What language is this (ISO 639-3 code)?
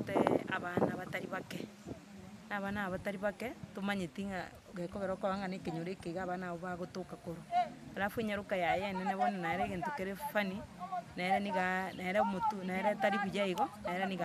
guz